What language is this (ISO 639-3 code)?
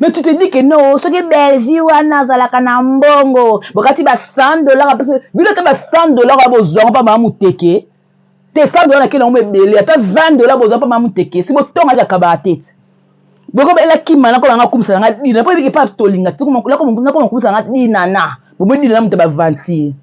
lin